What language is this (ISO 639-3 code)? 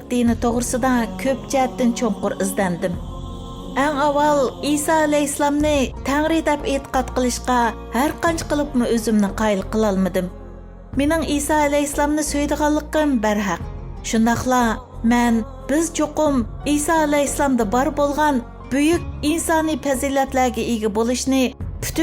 uig